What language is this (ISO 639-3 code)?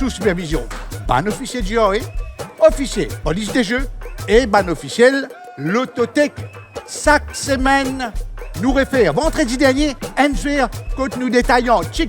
mfe